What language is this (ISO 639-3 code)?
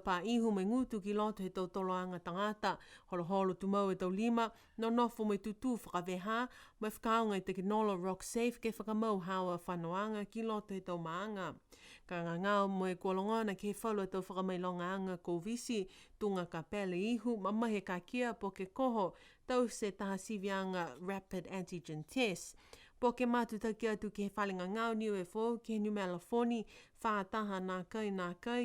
niu